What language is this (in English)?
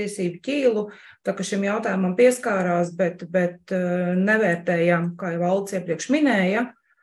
Latvian